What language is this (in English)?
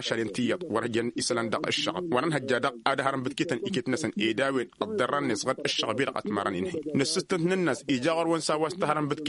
Tamasheq